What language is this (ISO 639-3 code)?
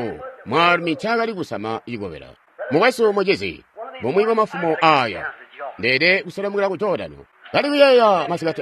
toi